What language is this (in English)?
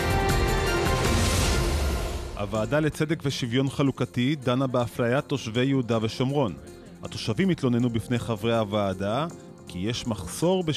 Hebrew